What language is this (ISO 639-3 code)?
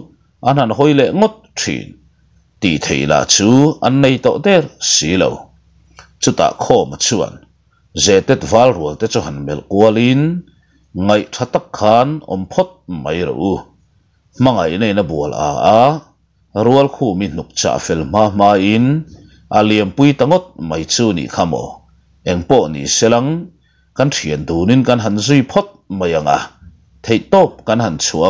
lus